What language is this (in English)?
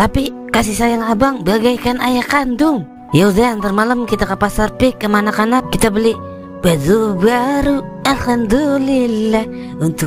Betawi